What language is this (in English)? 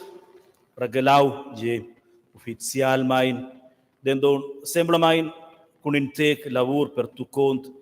Romansh